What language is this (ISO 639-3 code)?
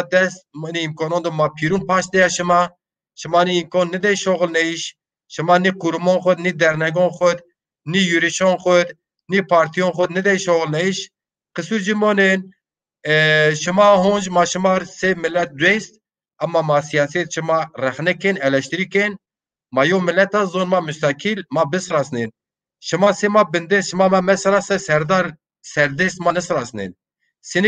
zza